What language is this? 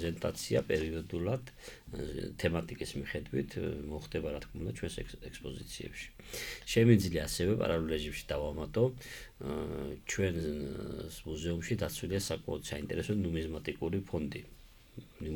Georgian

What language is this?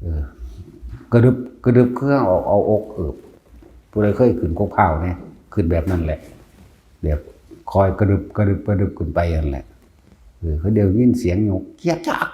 Northeastern Thai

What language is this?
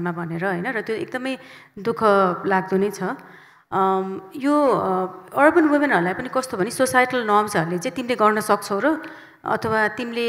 Nepali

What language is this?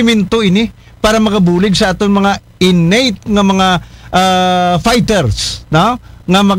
Aklanon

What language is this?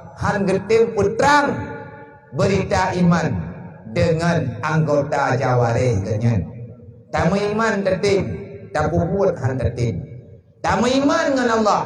Achinese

